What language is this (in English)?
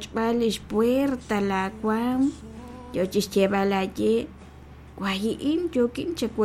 Kekchí